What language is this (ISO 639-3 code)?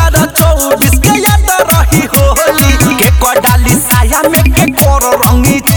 bho